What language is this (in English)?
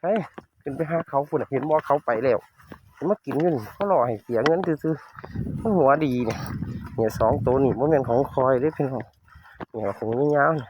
Northeastern Thai